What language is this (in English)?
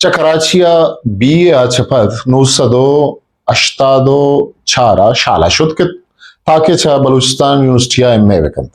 Eastern Balochi